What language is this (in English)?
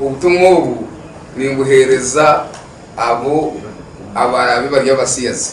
Nyankole